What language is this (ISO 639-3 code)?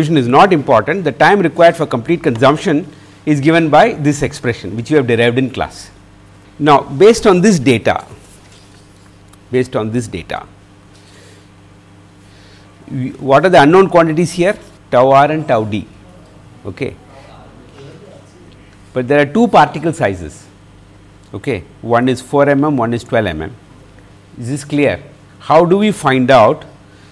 eng